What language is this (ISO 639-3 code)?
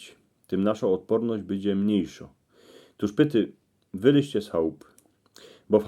szl